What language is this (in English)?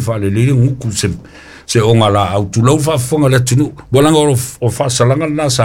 Samoan